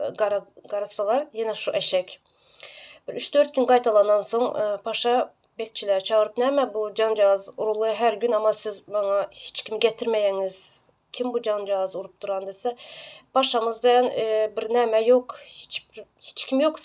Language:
Turkmen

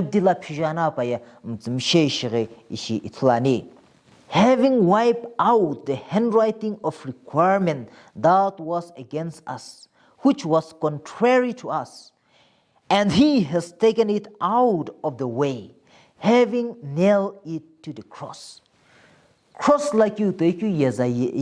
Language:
Sumi Naga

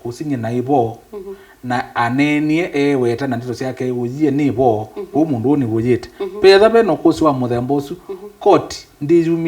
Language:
Kamba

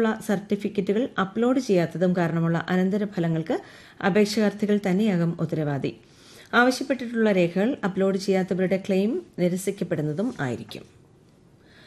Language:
Malayalam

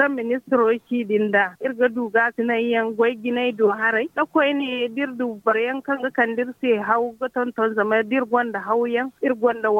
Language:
Zarma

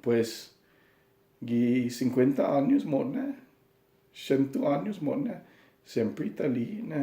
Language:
Chamorro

